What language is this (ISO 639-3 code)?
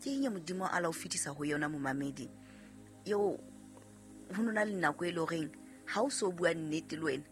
sot